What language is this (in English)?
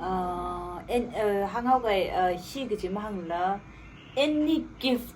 Tangkhul Naga (India)